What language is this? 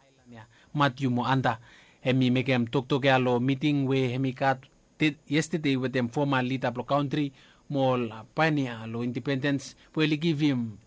Bislama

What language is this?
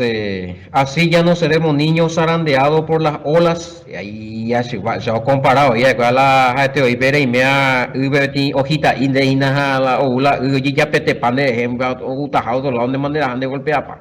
Guarani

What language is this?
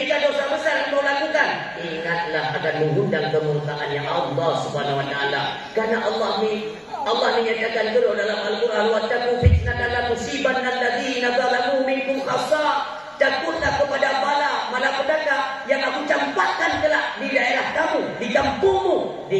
Achinese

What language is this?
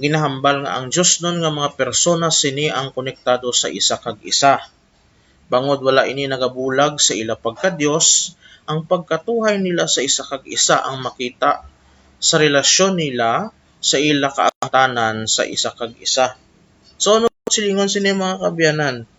Hiligaynon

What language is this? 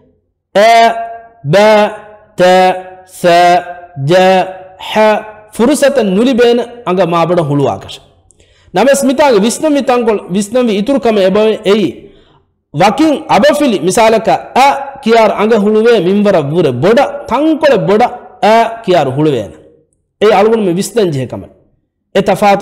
Divehi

